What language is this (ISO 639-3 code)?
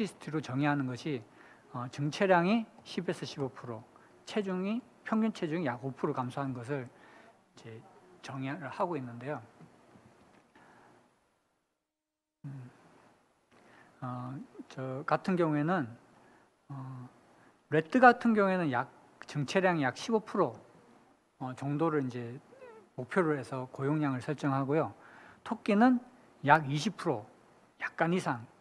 kor